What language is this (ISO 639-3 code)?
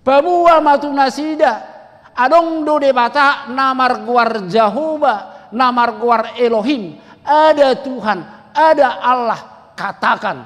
bbc